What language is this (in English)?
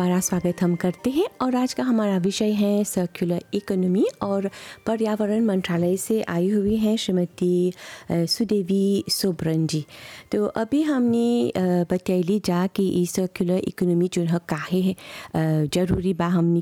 Bhojpuri